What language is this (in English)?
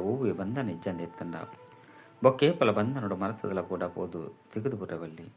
Tulu